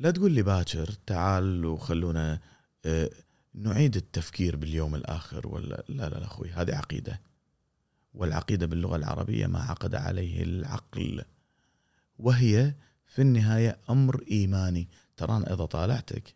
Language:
Gulf Arabic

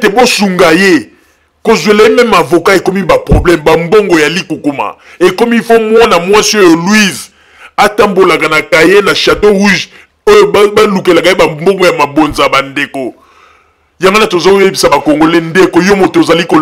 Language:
Lingala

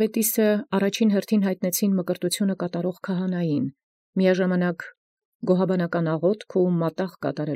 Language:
Armenian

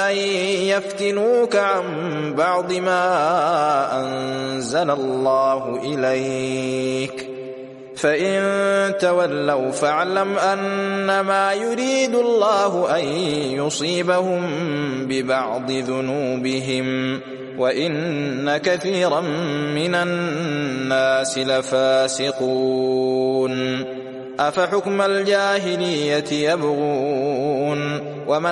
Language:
Arabic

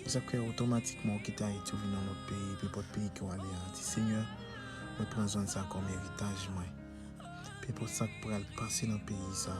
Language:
Haitian Creole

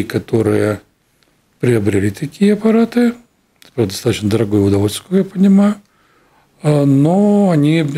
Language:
Russian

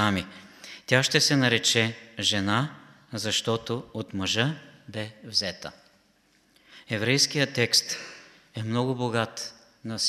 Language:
Bulgarian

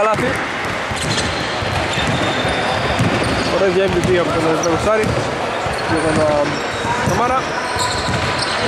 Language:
Greek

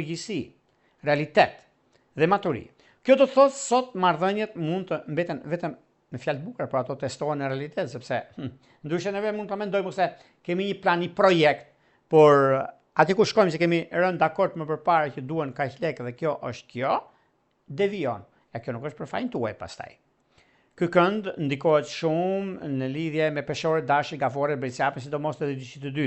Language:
Albanian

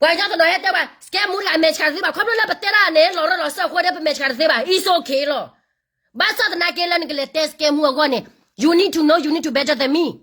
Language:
S'gaw Karen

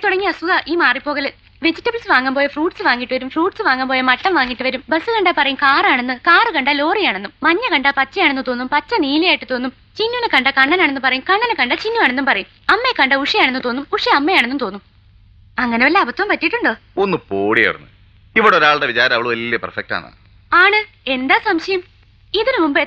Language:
Malayalam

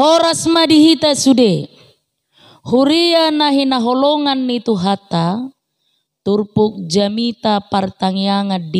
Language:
Batak Toba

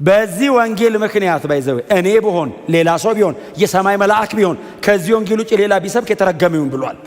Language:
Amharic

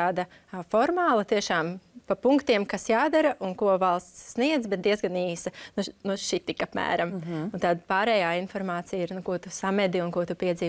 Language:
Latvian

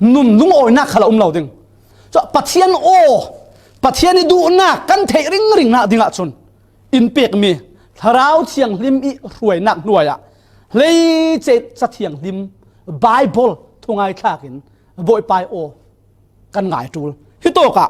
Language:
Falam Chin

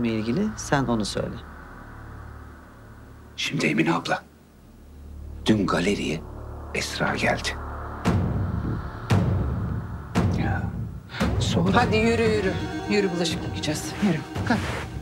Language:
Turkish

